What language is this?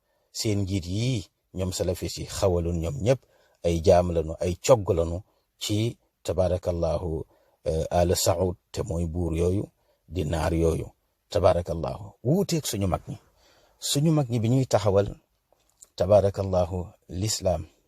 Wolof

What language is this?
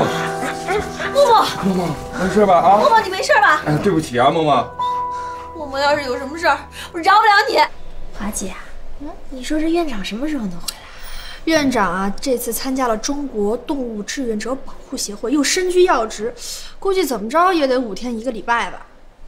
Chinese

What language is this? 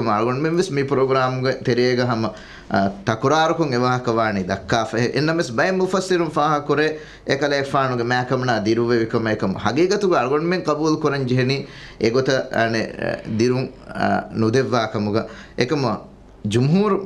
Divehi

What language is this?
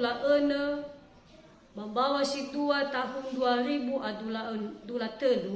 Nias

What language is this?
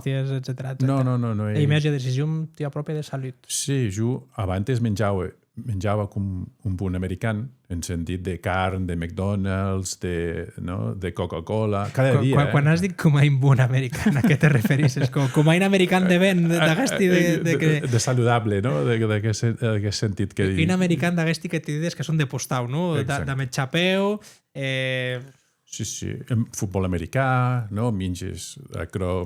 Occitan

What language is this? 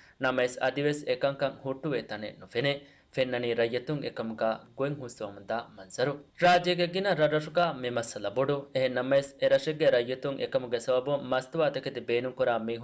Divehi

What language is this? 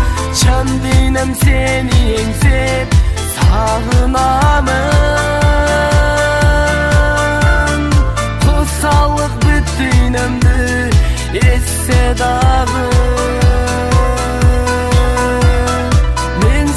Kazakh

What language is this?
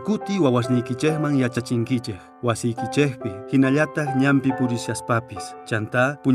South Bolivian Quechua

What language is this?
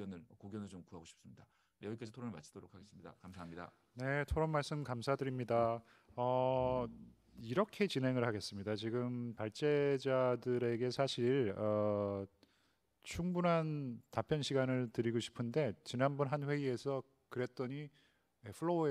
Korean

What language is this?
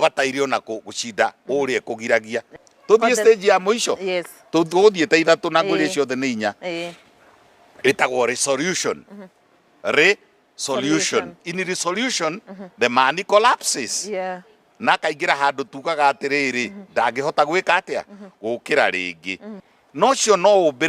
Kikuyu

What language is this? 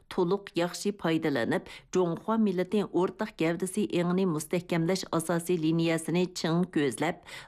Uyghur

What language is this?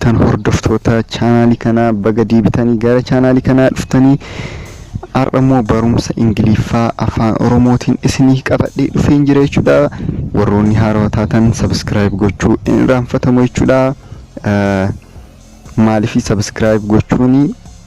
Oromo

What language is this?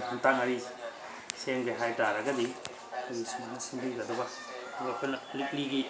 Manipuri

